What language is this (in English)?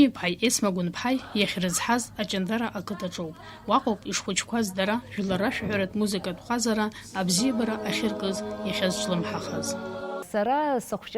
Abkhazian